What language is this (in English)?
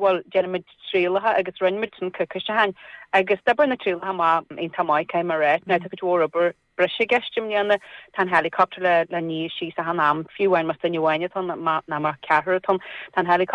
Irish